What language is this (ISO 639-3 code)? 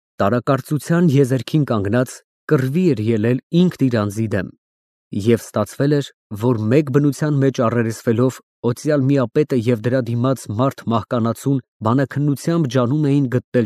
hye